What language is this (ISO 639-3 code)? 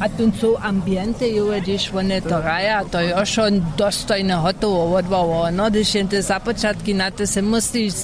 hsb